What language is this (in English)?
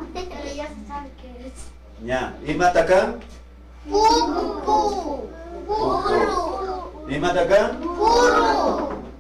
Imbabura Highland Quichua